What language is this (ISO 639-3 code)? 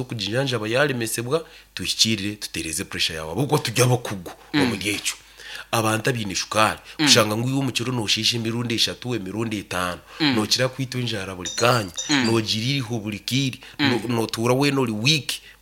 nyn